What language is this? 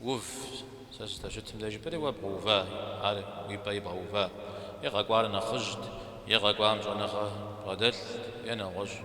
Kabardian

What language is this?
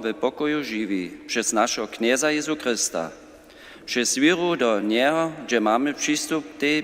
Upper Sorbian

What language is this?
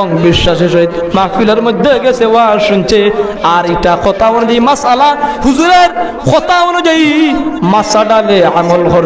Sylheti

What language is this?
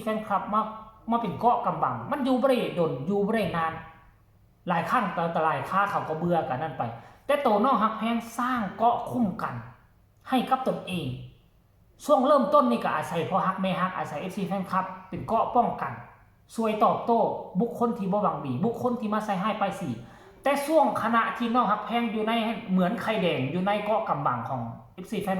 Northeastern Thai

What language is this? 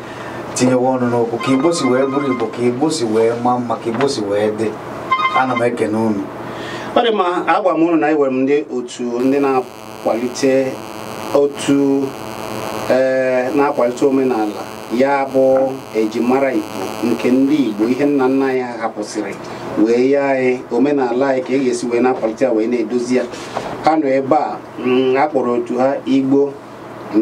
Igbo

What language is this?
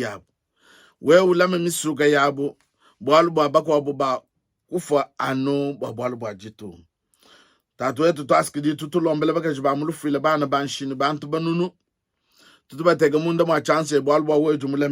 Luba-Lulua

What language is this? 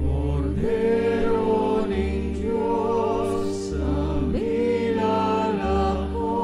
Pampanga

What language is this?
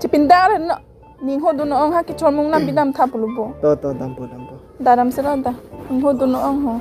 Karbi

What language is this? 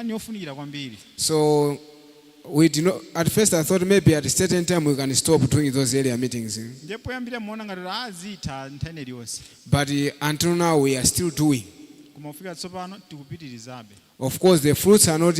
Nyanja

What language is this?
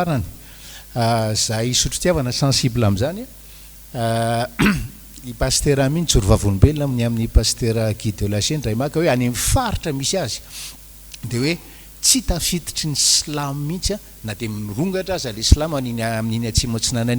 Malagasy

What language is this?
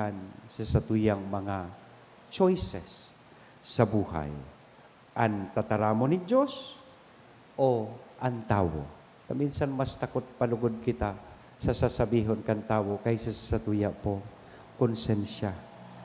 Bikol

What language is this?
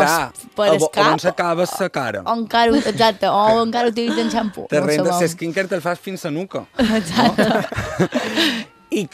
Catalan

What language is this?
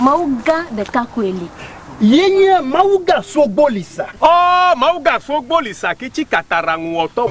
Ewe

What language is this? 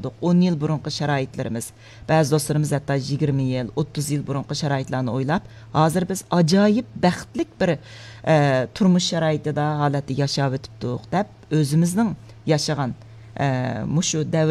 Uyghur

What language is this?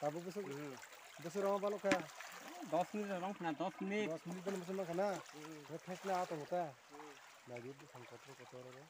Kok Borok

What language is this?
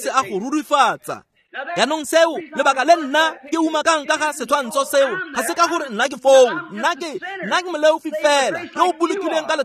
Tswana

